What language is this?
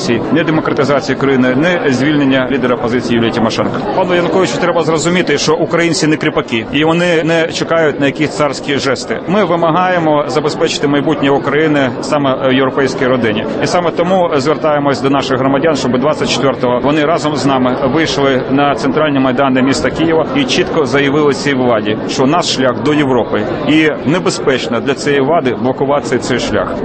Ukrainian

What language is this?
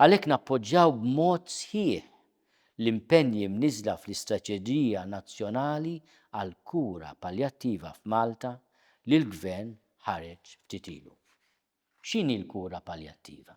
Maltese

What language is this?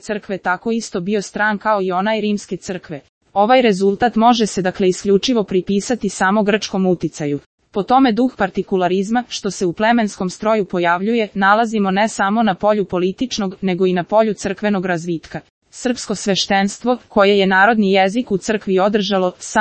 Serbian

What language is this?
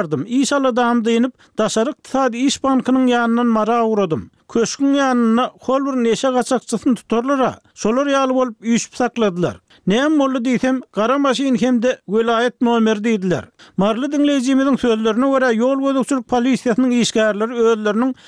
Turkmen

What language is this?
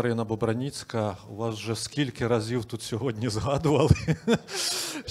Ukrainian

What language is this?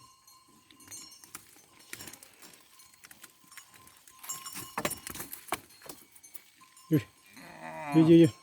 Lao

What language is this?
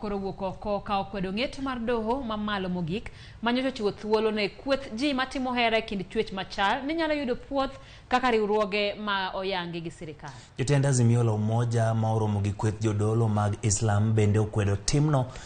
Luo (Kenya and Tanzania)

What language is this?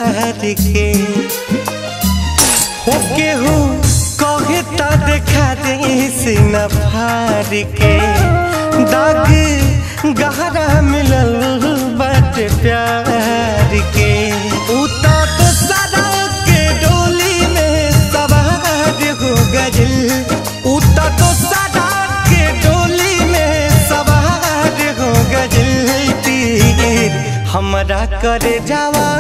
Bhojpuri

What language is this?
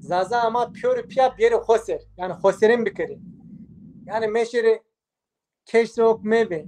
Zaza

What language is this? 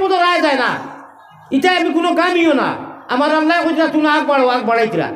Sylheti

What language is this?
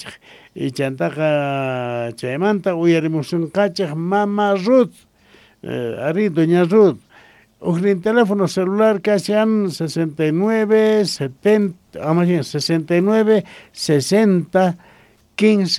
South Bolivian Quechua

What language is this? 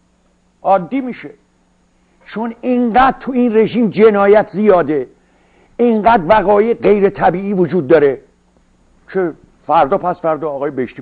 Persian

